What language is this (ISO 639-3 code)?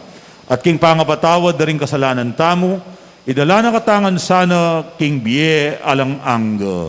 pam